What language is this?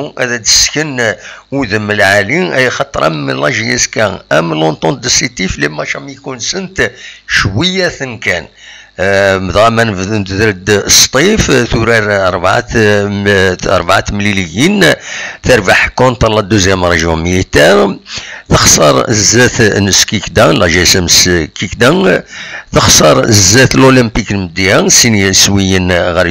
Kabyle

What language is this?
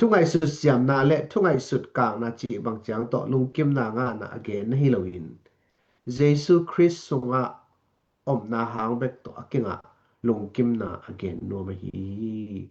Tedim Chin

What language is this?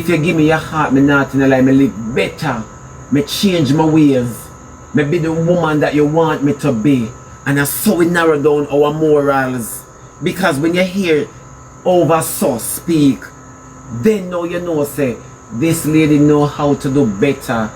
Jamaican Creole English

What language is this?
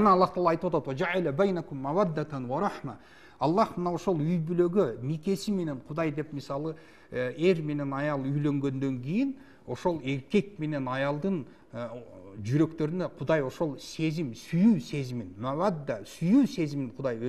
Kyrgyz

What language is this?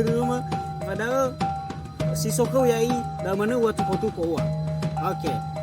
Nias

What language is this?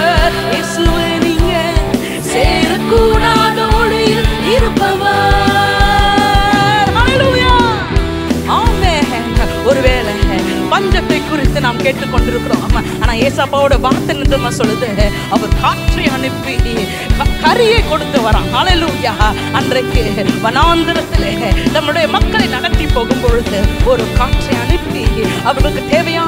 Tamil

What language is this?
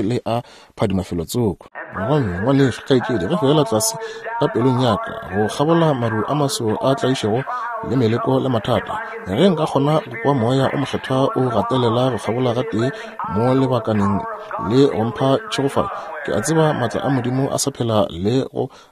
Northern Sotho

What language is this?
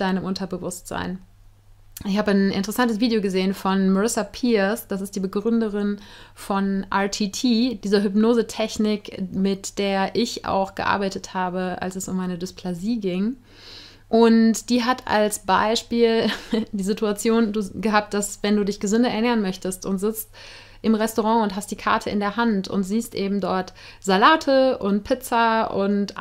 German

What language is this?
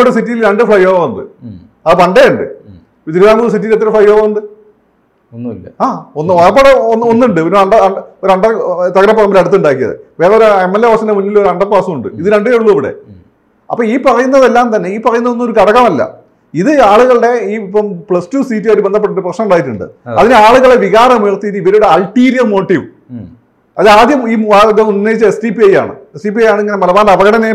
Malayalam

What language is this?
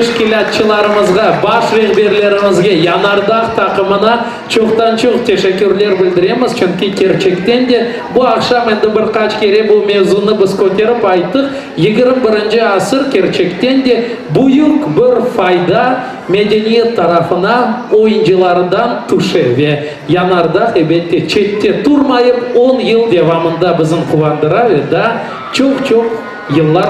Crimean Tatar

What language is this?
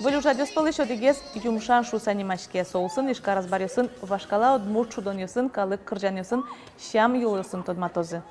Udmurt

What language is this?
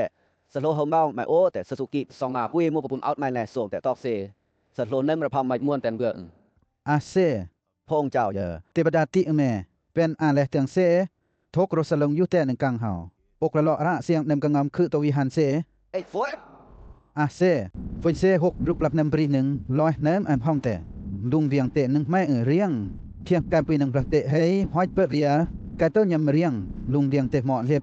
Western Lawa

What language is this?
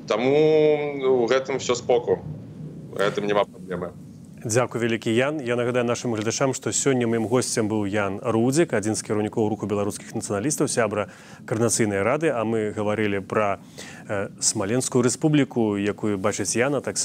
Belarusian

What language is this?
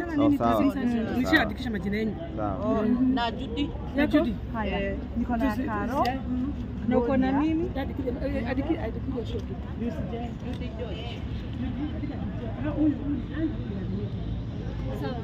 Swahili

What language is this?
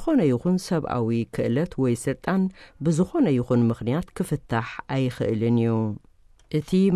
Tigrinya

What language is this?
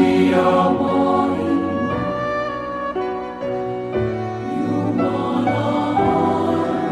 Estonian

